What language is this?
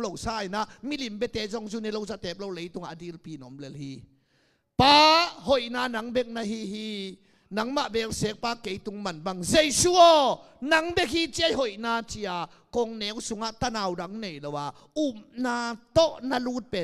Tedim Chin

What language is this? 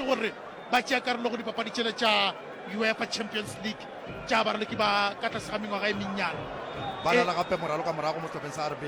Northern Sotho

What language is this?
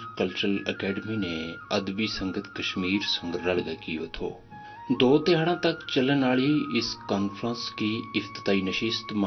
Gujari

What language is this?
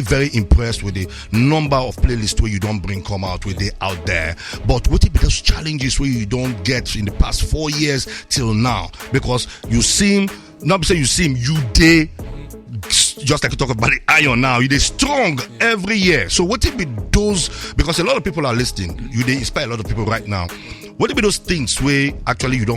Nigerian Pidgin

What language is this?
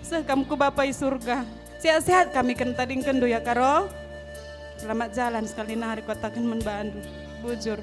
Batak Karo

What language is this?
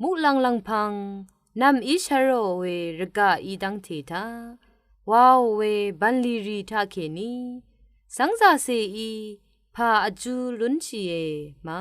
Rawang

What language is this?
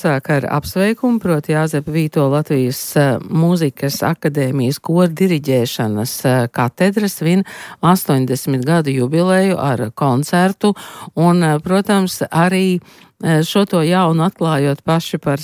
Latvian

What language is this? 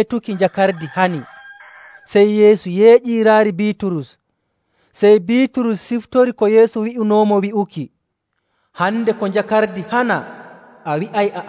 Nigerian Fulfulde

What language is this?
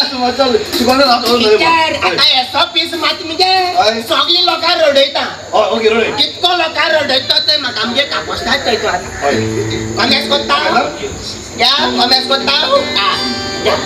Konkani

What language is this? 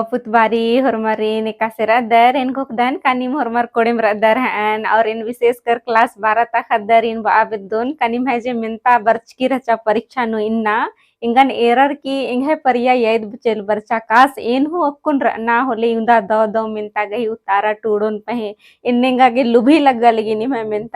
Kurukh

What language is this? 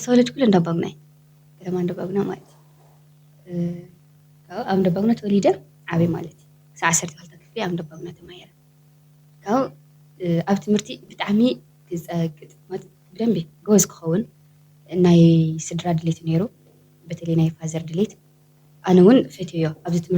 Tigrinya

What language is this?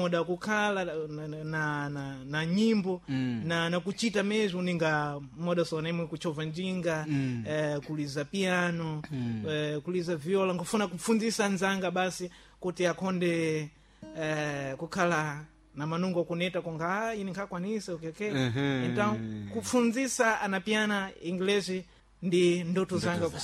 Sena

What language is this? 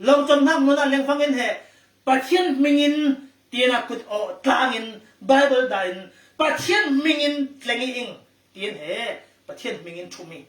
Falam Chin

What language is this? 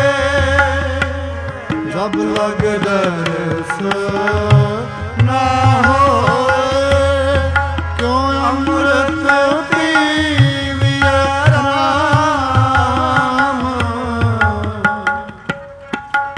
Punjabi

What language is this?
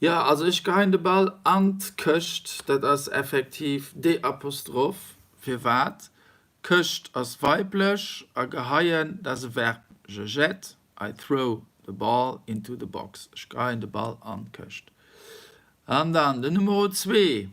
Luxembourgish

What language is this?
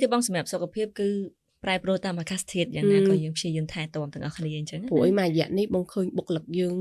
Khmer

